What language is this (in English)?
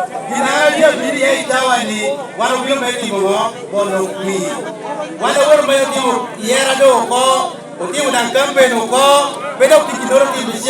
Lango (Uganda)